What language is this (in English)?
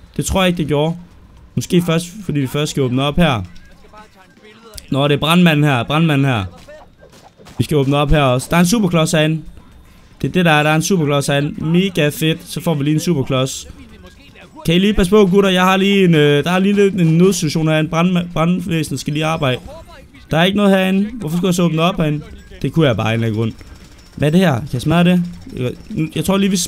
Danish